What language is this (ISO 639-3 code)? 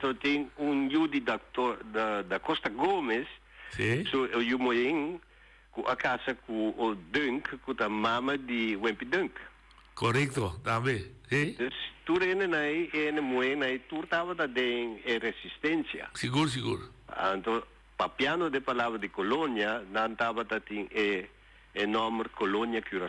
pap